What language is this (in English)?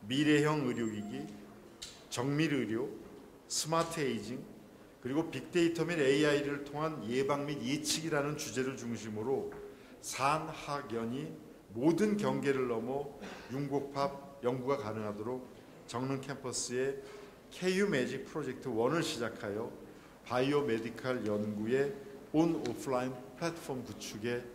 Korean